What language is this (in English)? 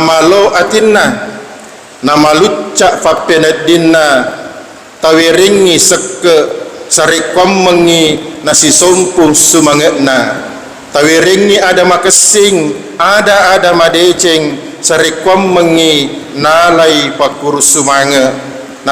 Buginese